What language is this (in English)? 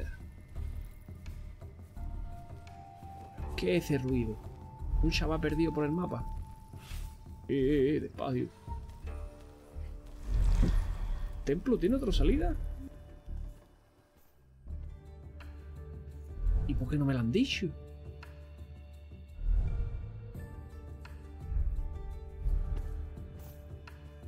Spanish